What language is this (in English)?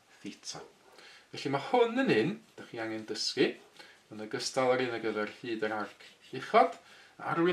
Welsh